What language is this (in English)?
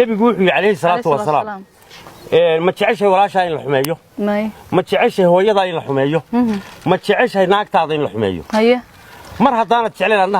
Somali